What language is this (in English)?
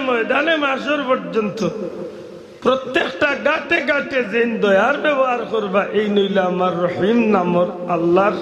Sylheti